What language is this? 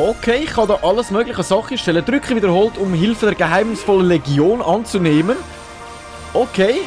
Swiss German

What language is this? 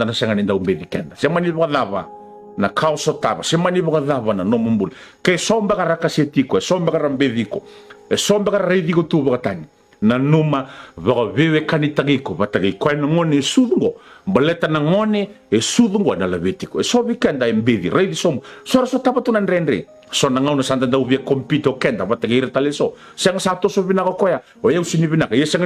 Fijian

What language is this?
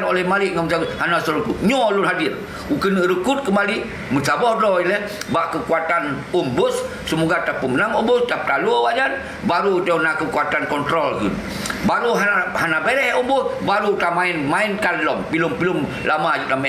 Achinese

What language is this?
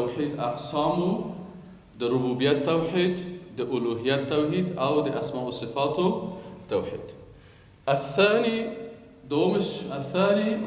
Persian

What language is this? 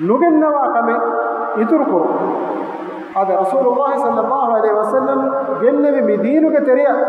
Divehi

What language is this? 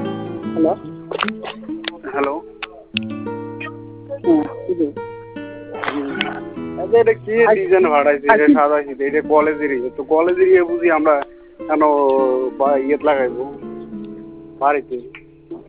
Bangla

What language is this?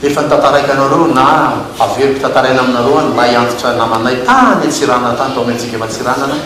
Malagasy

